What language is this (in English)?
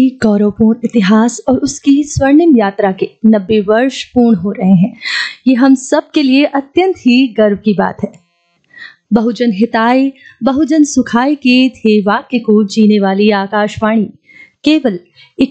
Hindi